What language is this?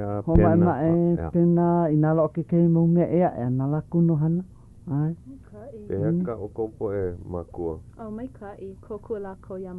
Hawaiian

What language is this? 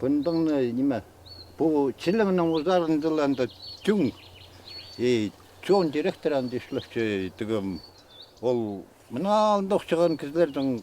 Khakas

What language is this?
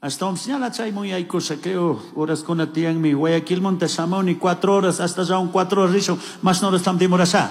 Chimborazo Highland Quichua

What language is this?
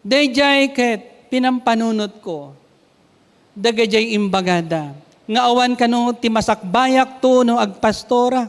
Iloko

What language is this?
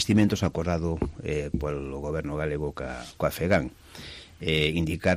Galician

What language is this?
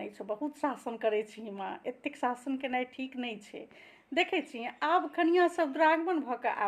Maithili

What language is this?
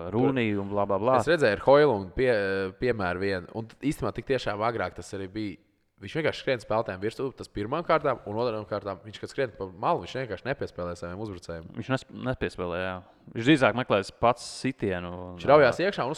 Latvian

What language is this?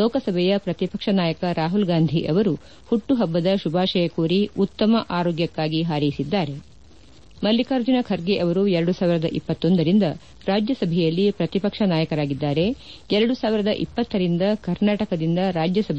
Kannada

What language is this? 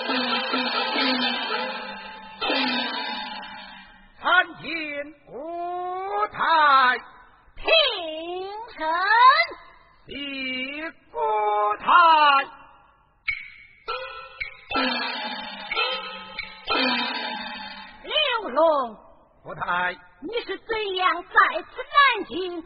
Chinese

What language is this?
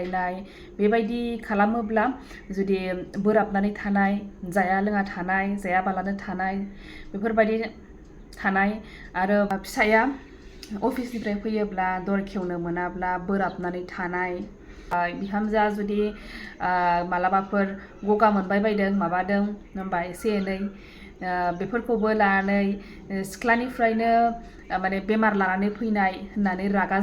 Bodo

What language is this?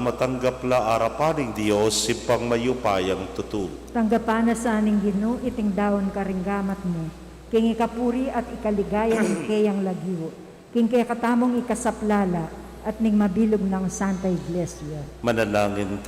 Pampanga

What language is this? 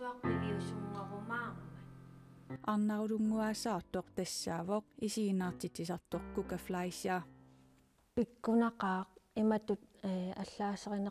Kalaallisut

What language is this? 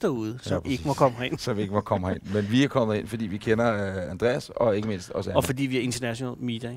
Danish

